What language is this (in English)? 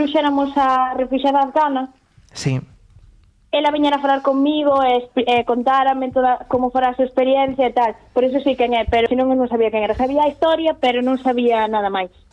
Galician